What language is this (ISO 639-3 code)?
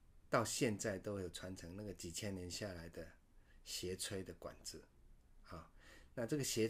zho